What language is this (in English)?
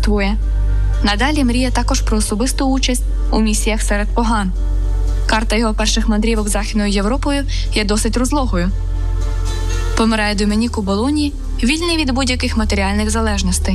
Ukrainian